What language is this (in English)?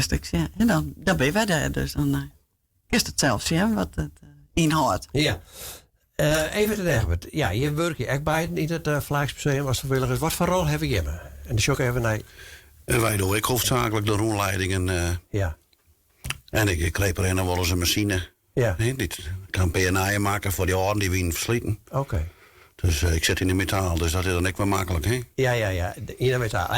Western Frisian